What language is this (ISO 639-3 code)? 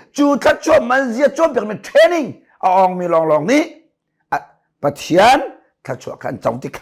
cnh